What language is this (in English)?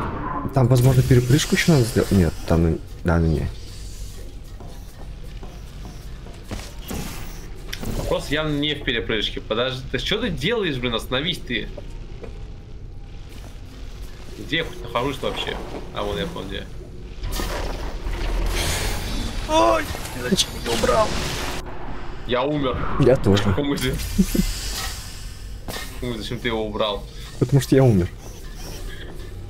Russian